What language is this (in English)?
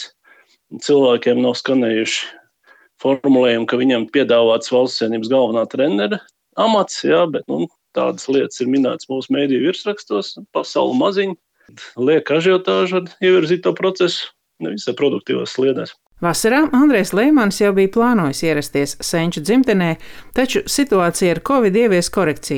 Latvian